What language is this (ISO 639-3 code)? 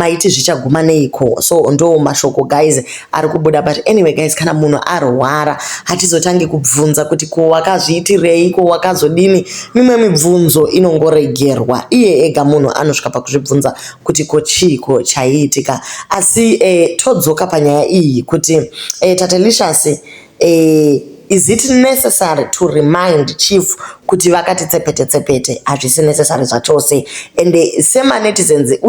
sna